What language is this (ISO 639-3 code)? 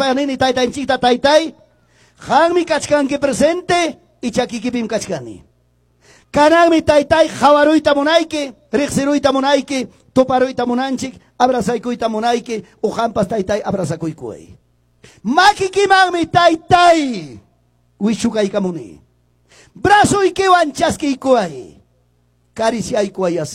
que